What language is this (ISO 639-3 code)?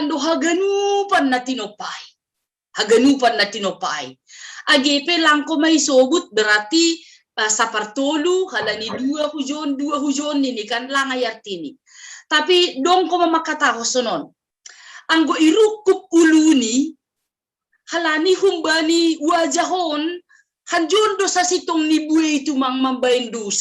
bts